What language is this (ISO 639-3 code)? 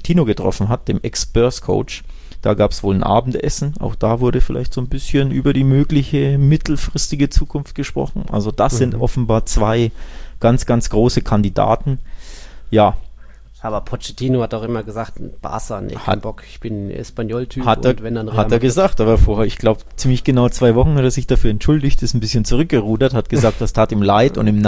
deu